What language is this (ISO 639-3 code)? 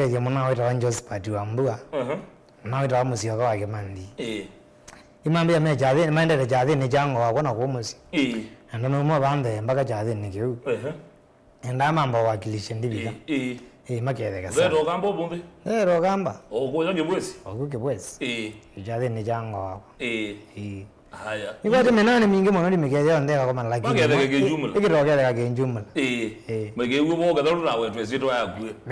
kam